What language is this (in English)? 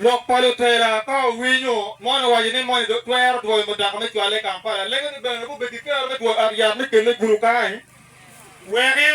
Acoli